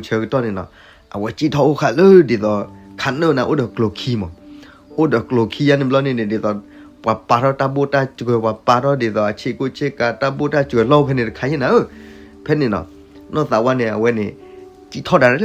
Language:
S'gaw Karen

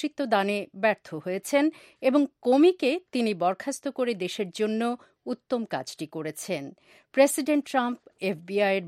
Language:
Bangla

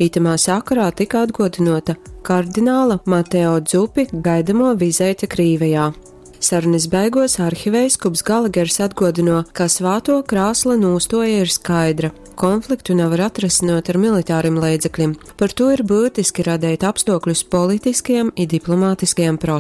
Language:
Latgalian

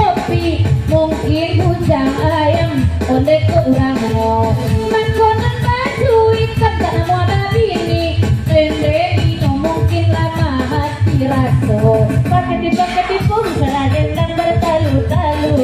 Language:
Minangkabau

